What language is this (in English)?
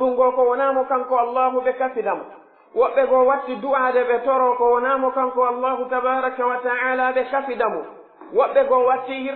Pular